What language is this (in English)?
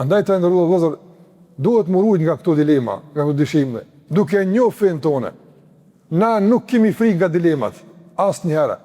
Albanian